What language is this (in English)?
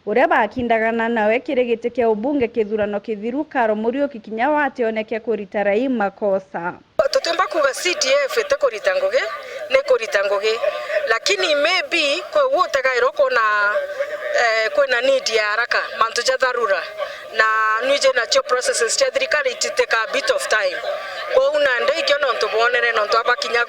Meru